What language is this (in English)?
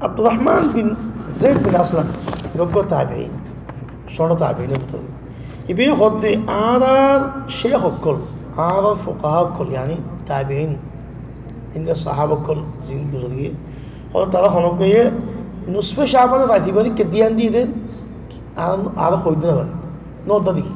Rohingya